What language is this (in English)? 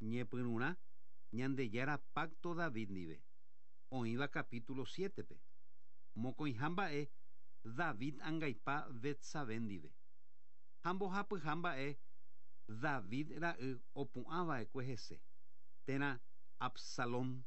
Guarani